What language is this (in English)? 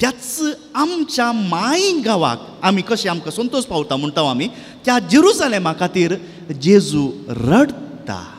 Konkani